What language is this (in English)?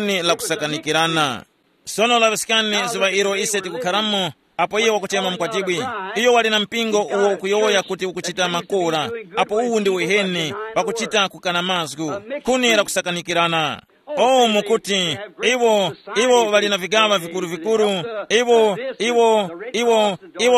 Tumbuka